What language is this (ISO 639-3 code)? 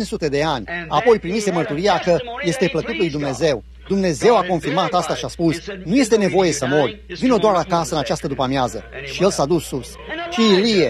ron